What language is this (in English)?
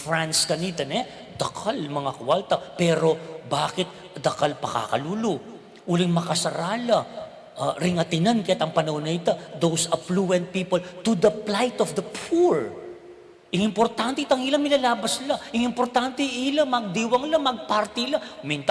Pampanga